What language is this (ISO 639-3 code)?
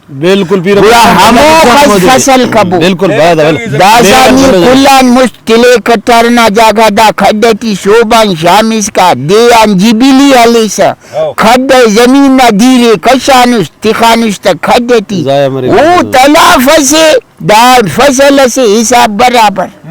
brh